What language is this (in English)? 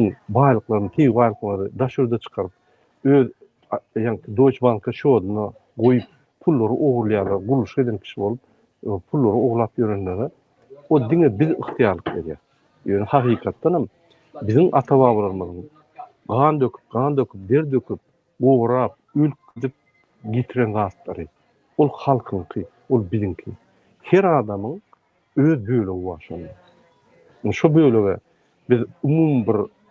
Turkmen